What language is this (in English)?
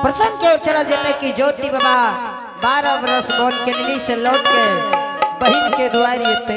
Angika